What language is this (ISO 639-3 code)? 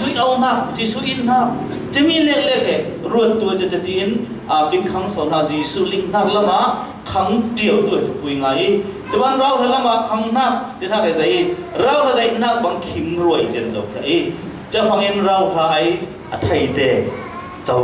cfm